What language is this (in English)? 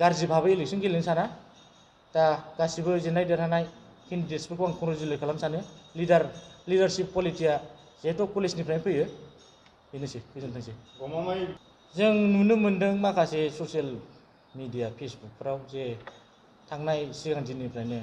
Bodo